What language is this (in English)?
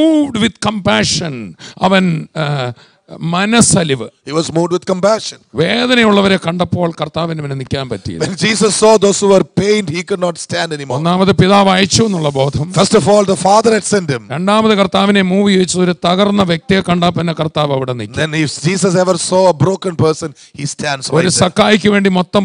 Malayalam